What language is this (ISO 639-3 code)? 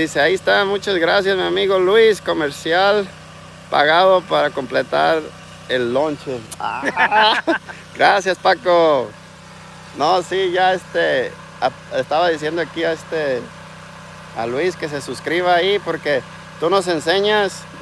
spa